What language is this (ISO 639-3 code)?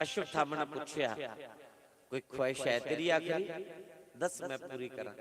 doi